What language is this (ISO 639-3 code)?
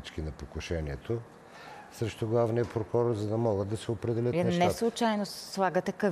bul